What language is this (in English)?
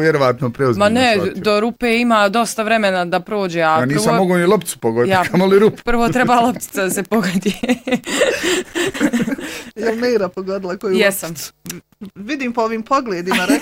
Bosnian